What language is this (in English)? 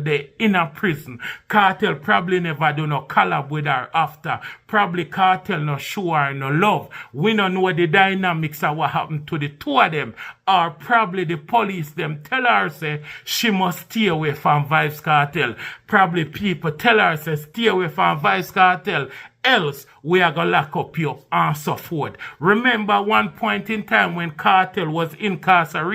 Jamaican Creole English